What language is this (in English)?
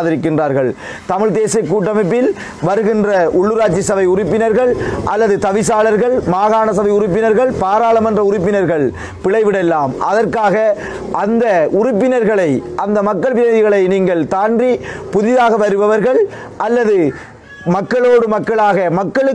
Tamil